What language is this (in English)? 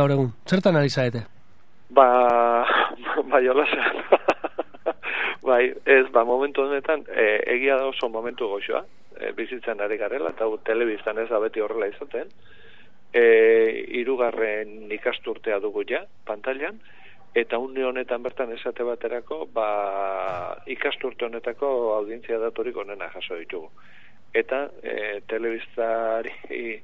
Basque